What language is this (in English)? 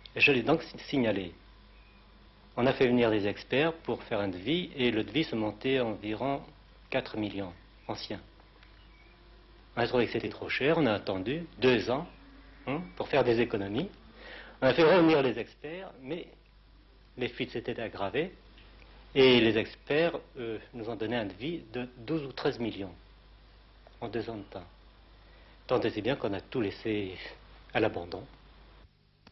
French